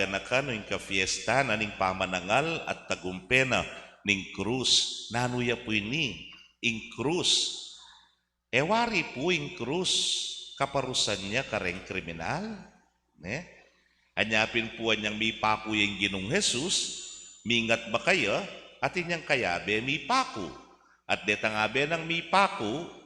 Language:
Pampanga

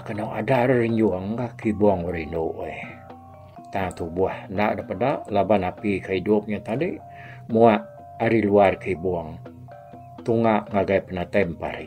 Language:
Iban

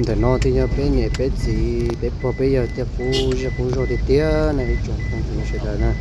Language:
Hmong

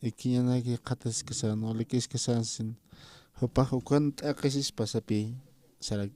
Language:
Aymara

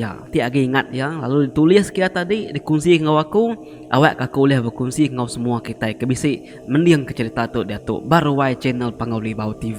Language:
Iban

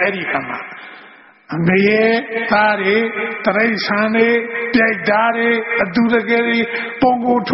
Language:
Burmese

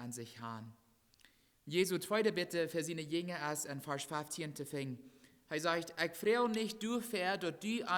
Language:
Plautdietsch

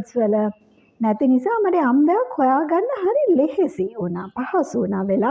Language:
Sinhala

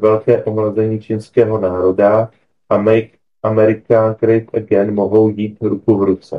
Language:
Czech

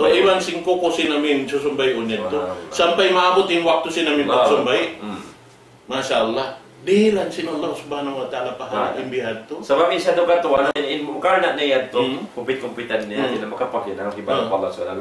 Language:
Tausug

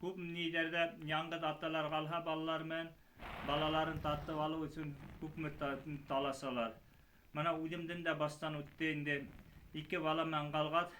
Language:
Bashkir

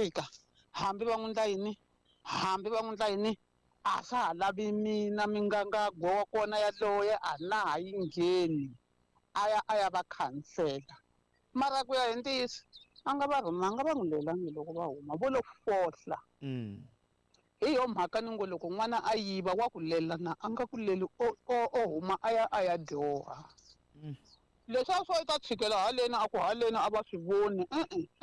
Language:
Tsonga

